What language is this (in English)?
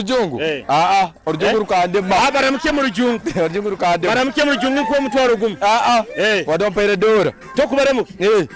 Nyoro